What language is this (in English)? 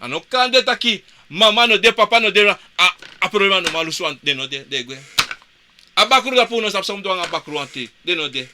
Sranan Tongo